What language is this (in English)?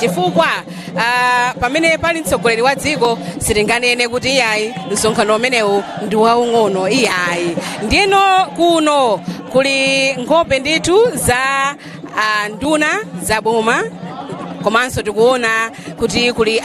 Nyanja